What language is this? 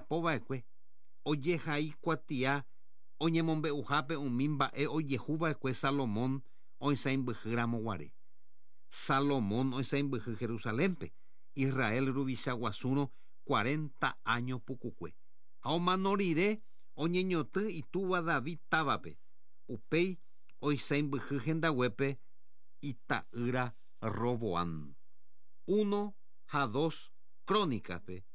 Guarani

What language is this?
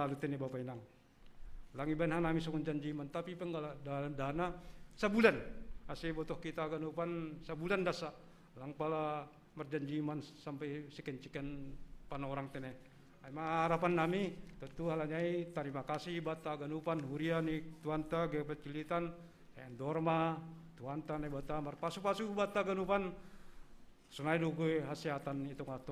Batak Simalungun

